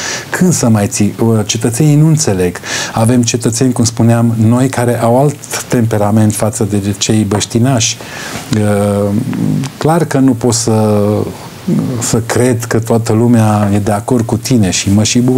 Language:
Romanian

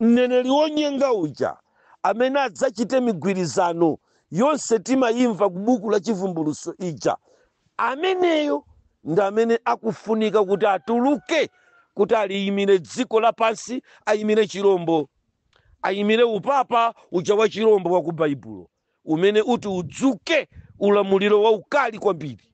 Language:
Nyanja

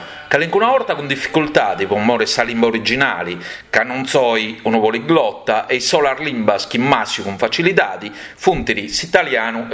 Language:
Sardinian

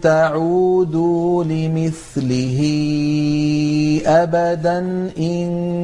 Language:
Arabic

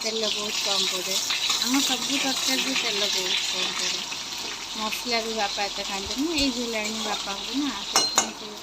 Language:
Odia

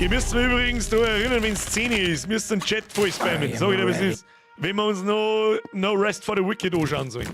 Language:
Bavarian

